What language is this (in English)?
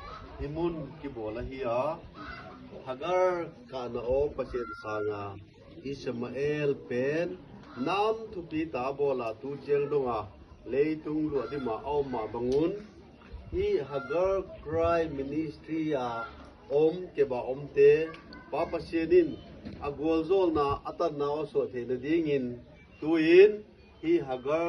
Tedim Chin